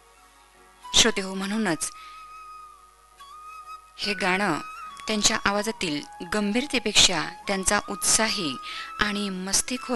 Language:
Marathi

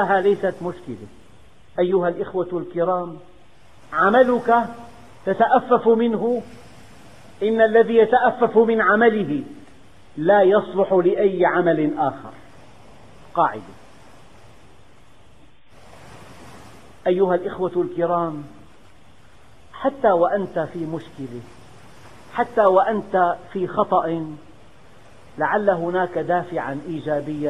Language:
Arabic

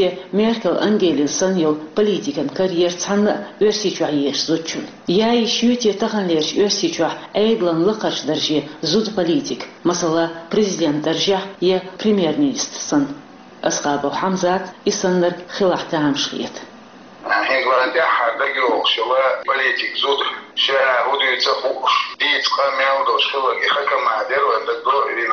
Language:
Chechen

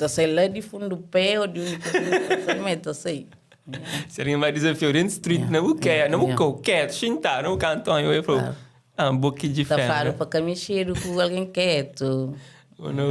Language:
Kabuverdianu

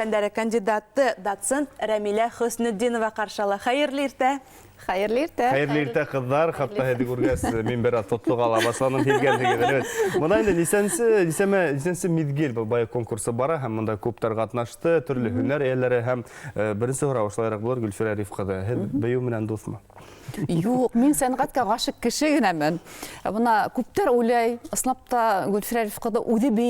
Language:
Bashkir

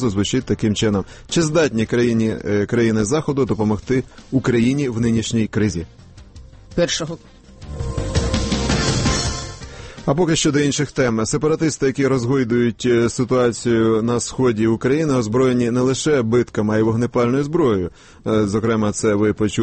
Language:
Ukrainian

